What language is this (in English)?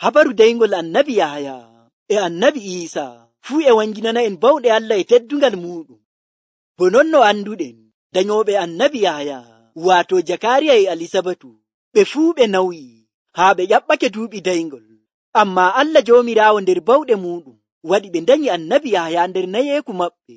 Nigerian Fulfulde